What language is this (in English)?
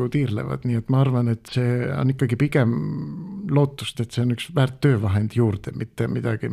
Estonian